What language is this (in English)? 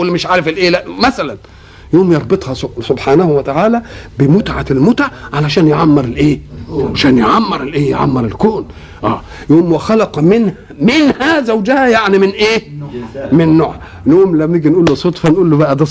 Egyptian Arabic